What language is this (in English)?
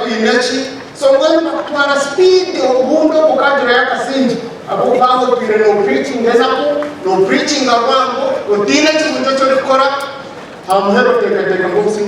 Nyankole